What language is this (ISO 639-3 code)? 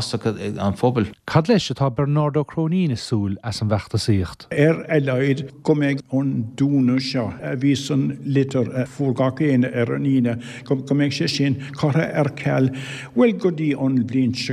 gle